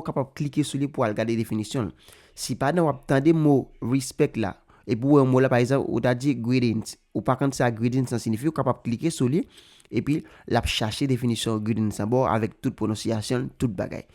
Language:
Haitian Creole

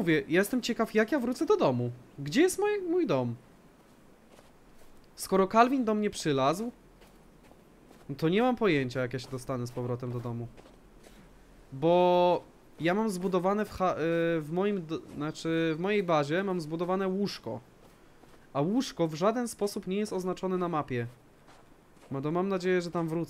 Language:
Polish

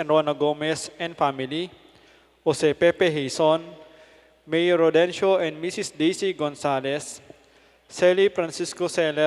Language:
Pampanga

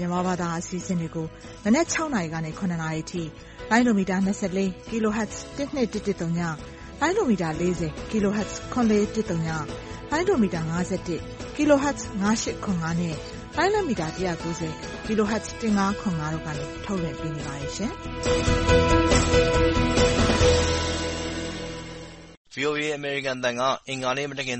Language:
Burmese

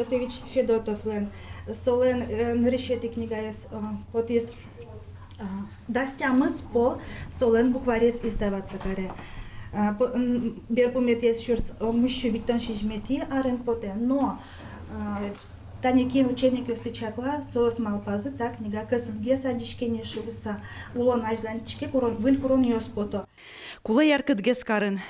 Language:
Udmurt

